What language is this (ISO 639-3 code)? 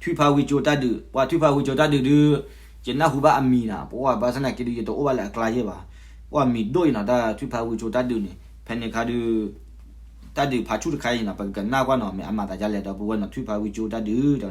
ksw